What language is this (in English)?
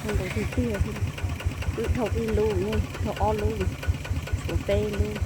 Hmong